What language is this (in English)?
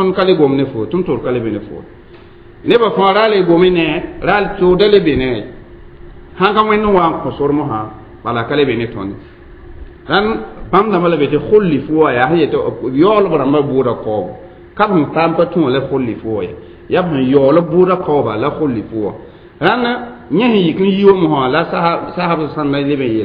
Mossi